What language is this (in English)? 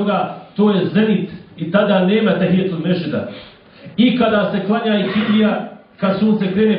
Bosnian